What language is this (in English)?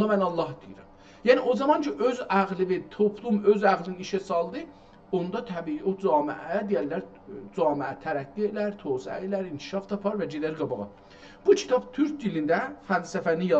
South Azerbaijani